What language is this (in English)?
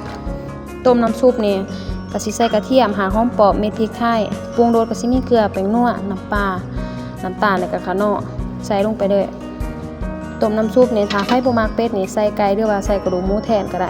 Lao